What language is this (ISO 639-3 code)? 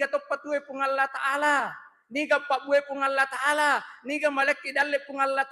bug